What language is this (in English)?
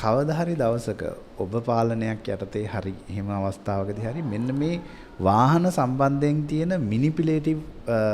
Sinhala